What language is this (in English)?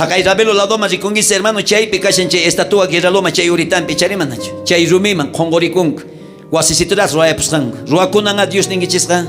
South Bolivian Quechua